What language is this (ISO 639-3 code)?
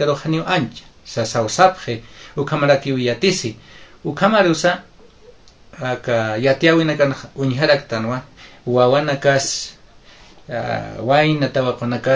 aym